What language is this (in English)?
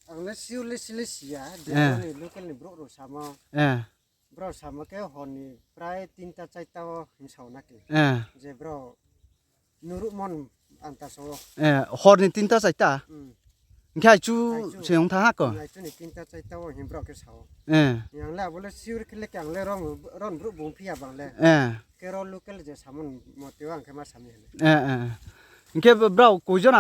Riang (India)